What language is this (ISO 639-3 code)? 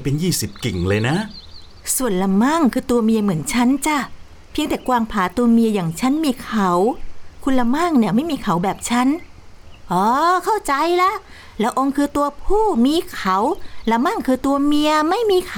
tha